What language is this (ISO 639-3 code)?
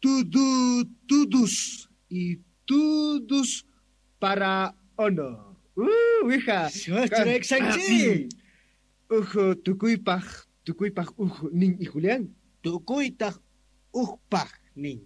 que